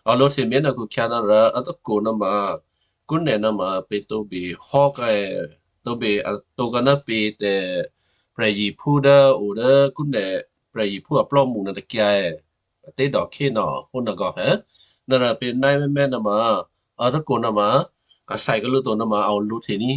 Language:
Western Kayah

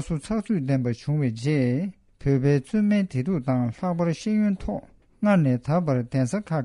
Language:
Tibetan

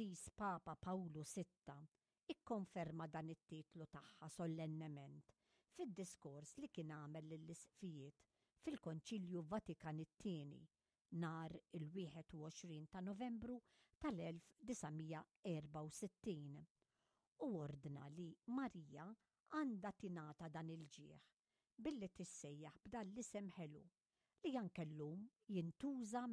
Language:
Maltese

